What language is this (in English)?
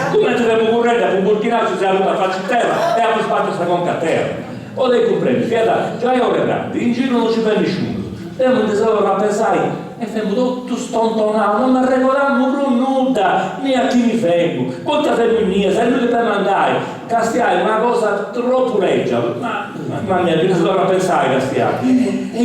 Sardinian